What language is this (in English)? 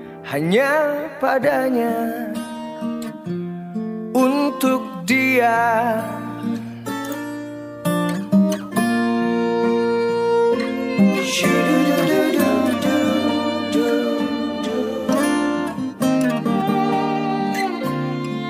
Indonesian